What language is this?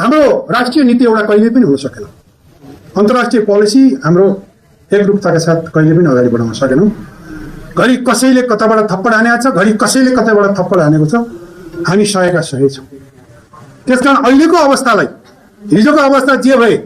Nepali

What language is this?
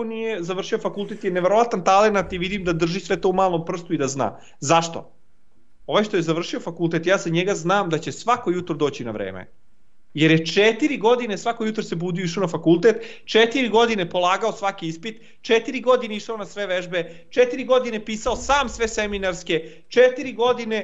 Serbian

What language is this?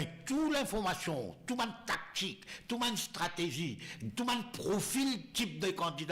Morisyen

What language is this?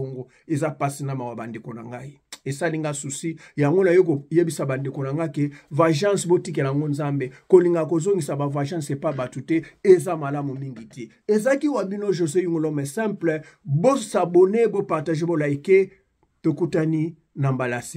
Lingala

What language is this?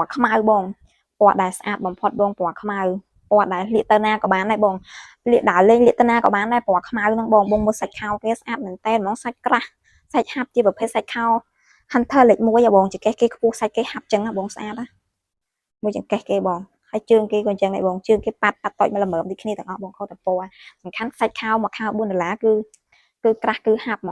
Khmer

